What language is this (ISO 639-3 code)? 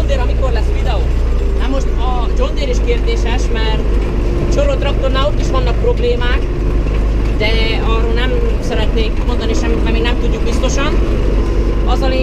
hun